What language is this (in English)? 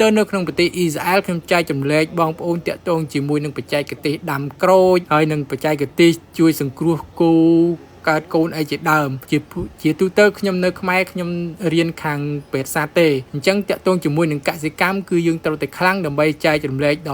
Khmer